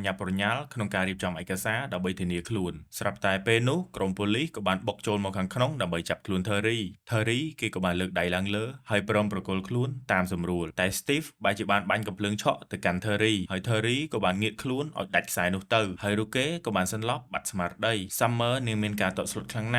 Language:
Khmer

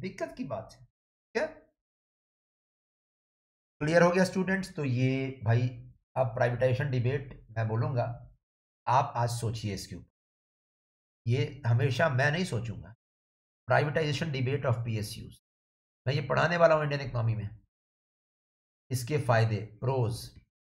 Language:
Hindi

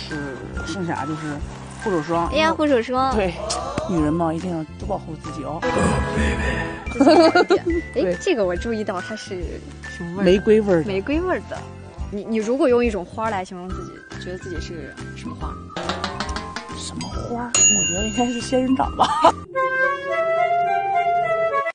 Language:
Chinese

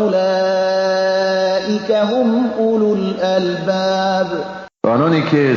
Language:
Persian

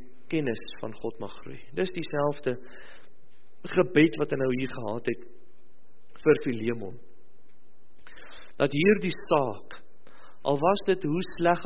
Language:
Afrikaans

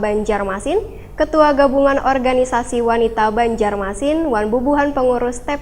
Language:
Banjar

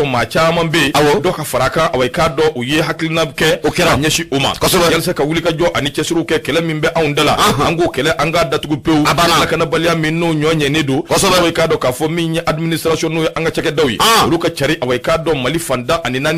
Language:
Bambara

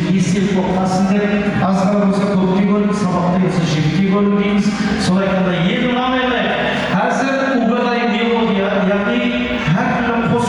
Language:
Kara-Kalpak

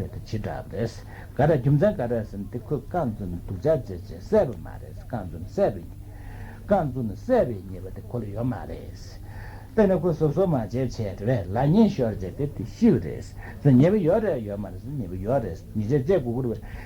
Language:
Tibetan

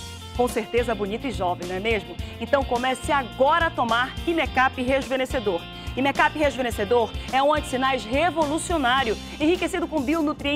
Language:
Portuguese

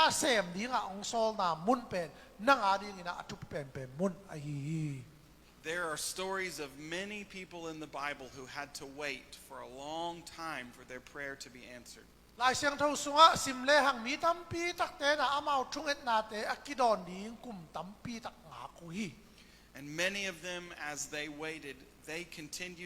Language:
Tedim Chin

